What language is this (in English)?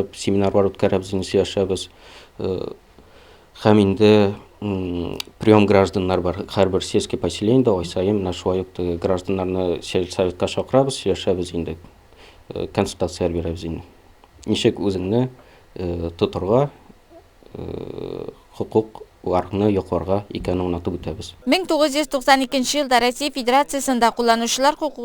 Tatar